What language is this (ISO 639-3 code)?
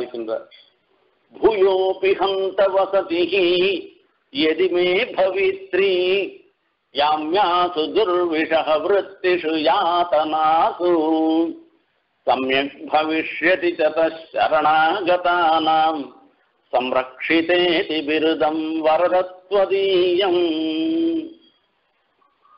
tam